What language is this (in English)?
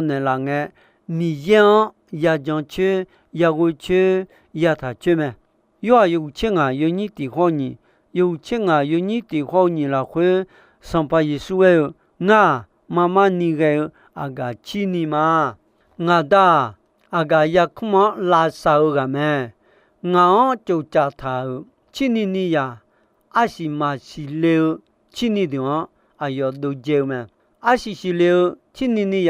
Akha